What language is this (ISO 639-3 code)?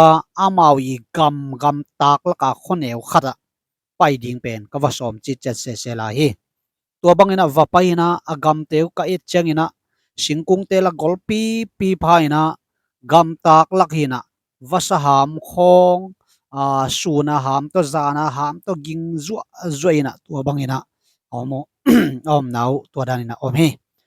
ctd